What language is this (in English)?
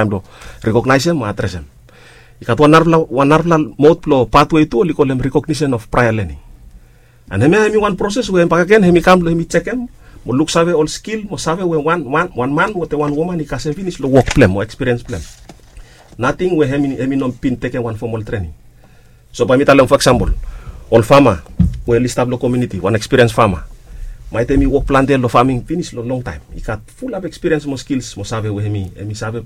Bislama